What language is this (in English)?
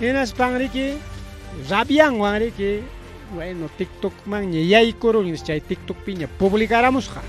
Ayacucho Quechua